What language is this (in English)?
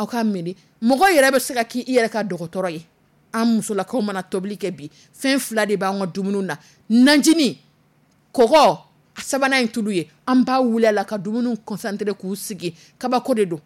Dyula